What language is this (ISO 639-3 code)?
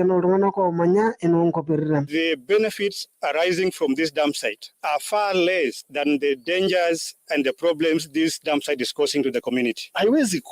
mas